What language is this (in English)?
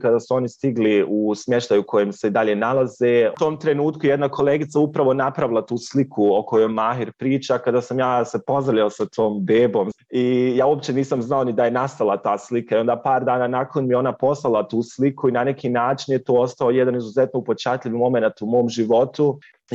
Bosnian